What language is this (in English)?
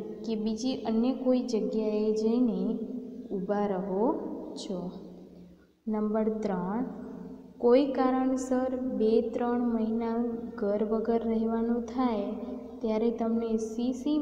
Gujarati